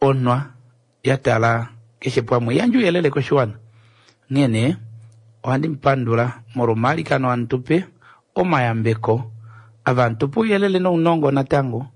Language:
Kuanyama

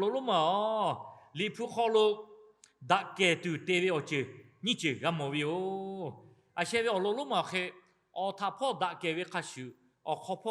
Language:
Lahu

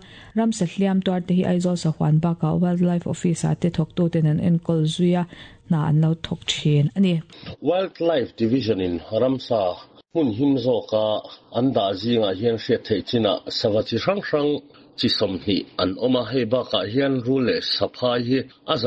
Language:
Mizo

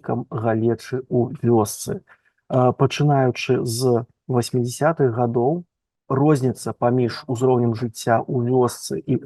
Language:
Belarusian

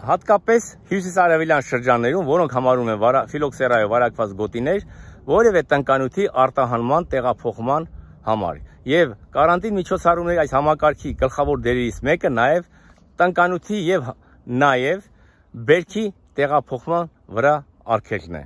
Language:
Armenian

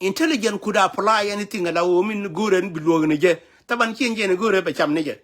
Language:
Nuer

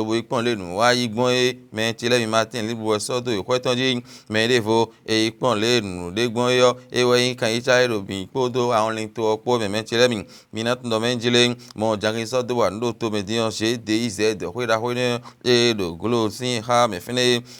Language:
Fon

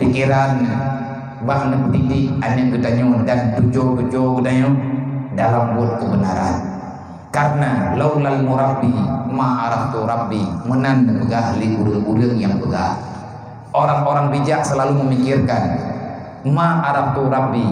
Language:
Achinese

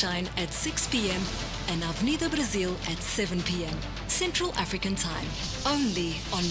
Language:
Meru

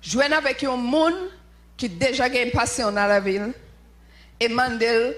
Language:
Haitian Creole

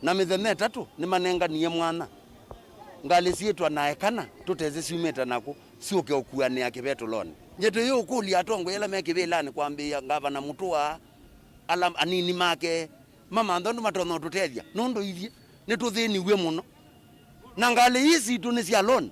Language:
Kamba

